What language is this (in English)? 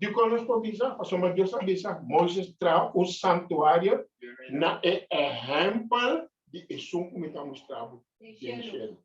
Papiamento